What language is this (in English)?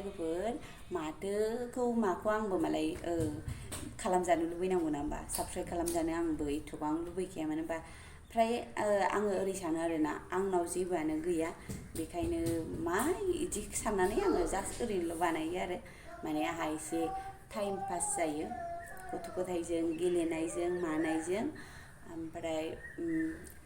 Bodo